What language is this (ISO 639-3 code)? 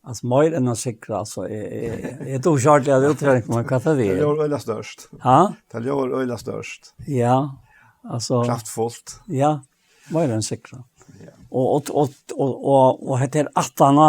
fao